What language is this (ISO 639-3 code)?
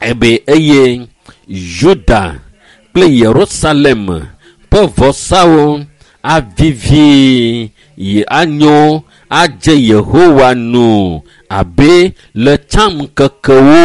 ewe